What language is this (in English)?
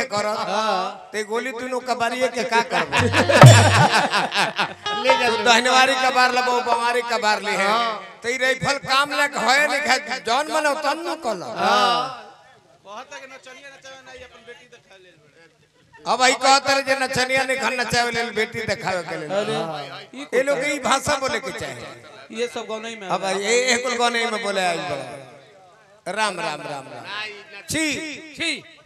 Bhojpuri